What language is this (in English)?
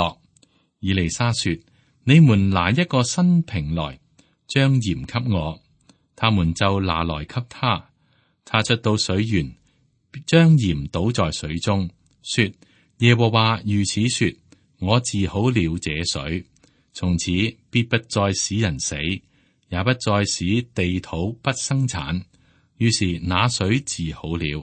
Cantonese